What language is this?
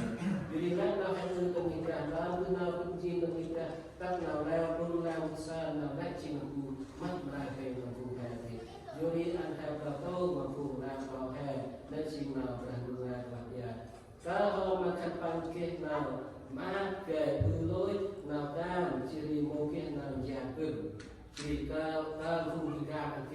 Central Mnong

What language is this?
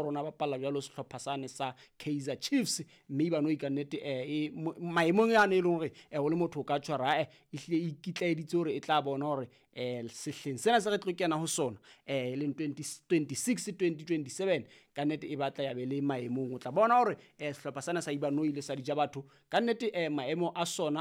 Southern Sotho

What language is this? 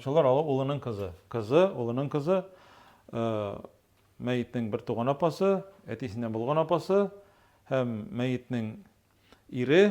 Tatar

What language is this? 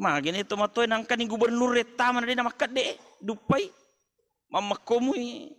Buginese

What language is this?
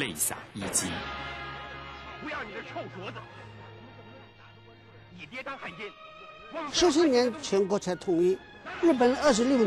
Chinese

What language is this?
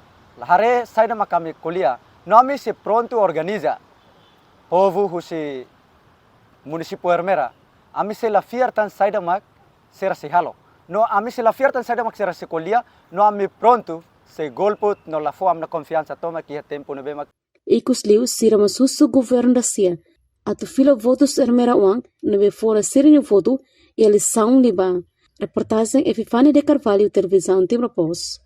Tetum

